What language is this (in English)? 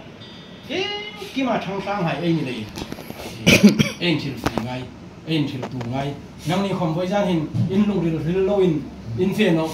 Hmar